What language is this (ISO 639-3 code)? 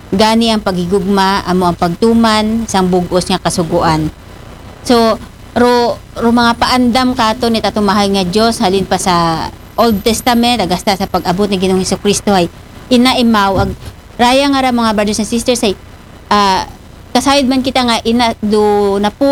akl